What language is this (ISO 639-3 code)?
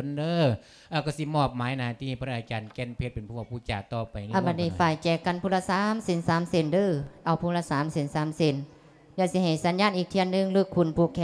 lao